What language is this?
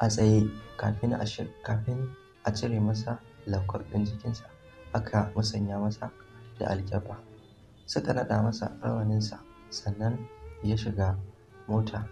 Hausa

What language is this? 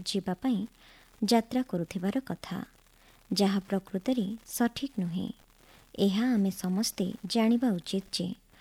Odia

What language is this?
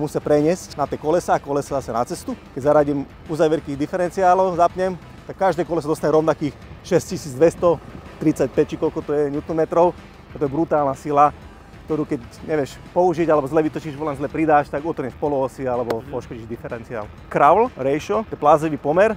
Slovak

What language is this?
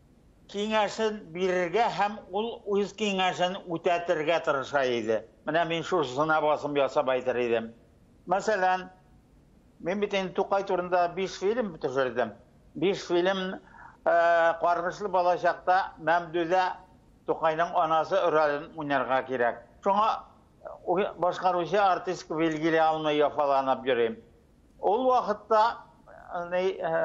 Tatar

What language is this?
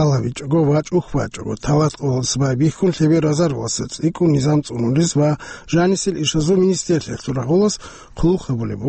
Avaric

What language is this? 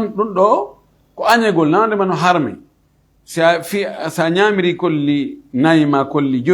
Fula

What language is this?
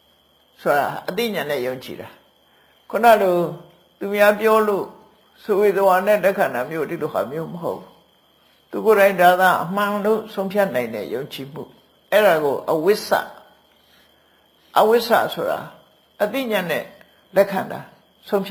Burmese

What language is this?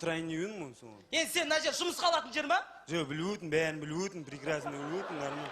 Kazakh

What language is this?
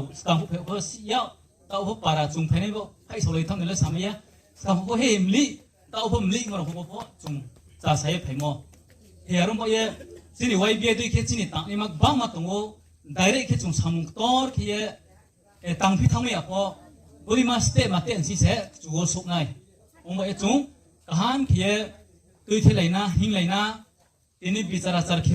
Riang (India)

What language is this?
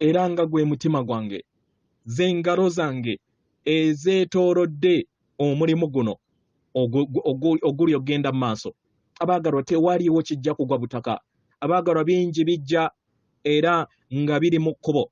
Ganda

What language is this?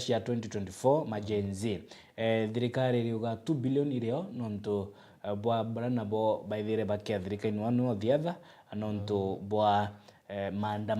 Meru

